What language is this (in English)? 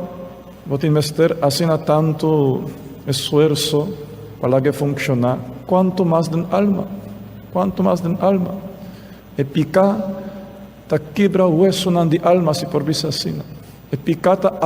Papiamento